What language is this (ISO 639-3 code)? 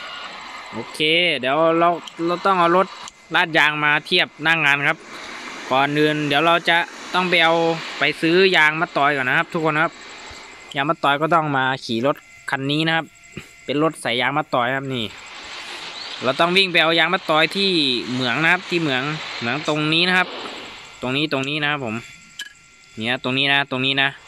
tha